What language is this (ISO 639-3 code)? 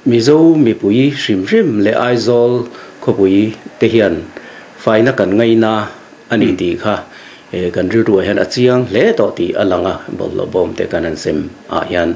lus